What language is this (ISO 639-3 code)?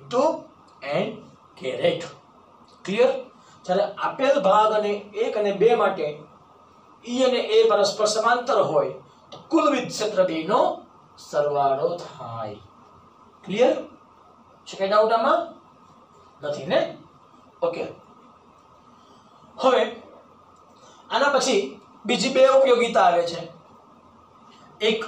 guj